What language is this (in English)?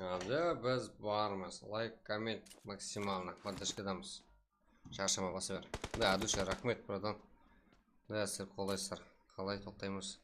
Kara-Kalpak